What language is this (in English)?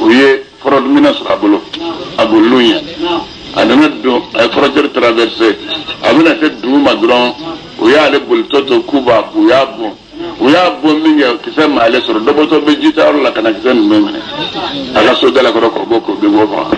Bambara